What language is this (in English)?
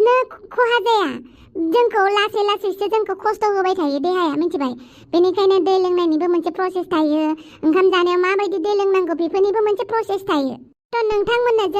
Bodo